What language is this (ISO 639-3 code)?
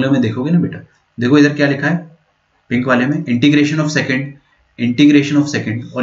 hin